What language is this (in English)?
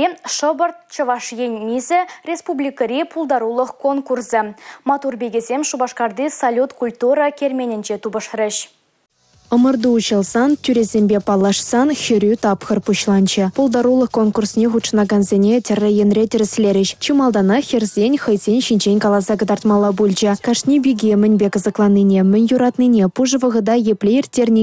Chuvash